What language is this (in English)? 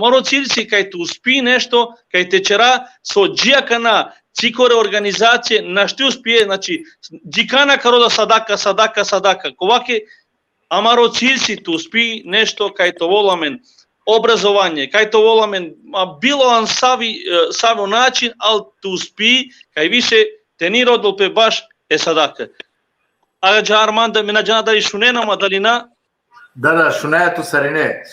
Balkan Romani